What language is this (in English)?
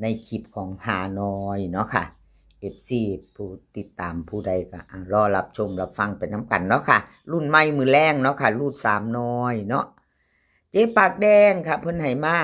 Northeastern Thai